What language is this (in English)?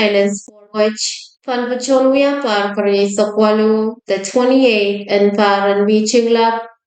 Pohnpeian